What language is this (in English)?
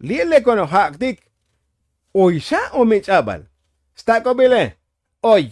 Tzotzil